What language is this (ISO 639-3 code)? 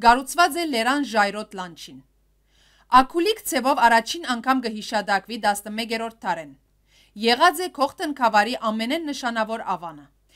hyw